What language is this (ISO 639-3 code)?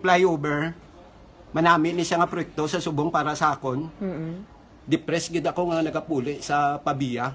hil